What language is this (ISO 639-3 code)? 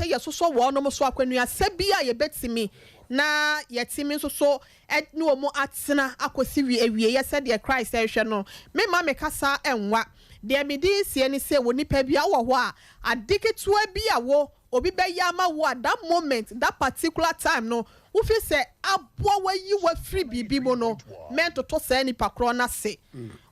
aka